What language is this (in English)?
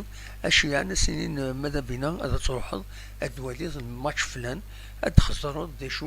Kabyle